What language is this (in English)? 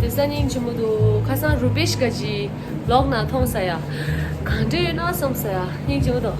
Tibetan